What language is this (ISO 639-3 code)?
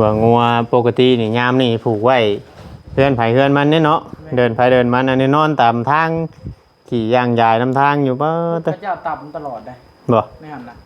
tts